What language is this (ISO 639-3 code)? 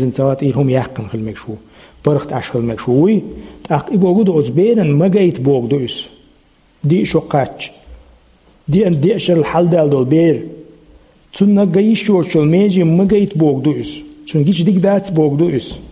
che